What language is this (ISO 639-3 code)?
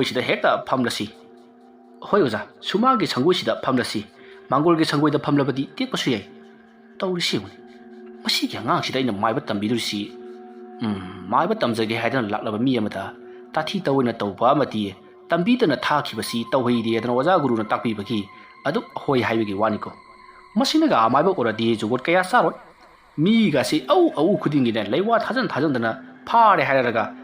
mni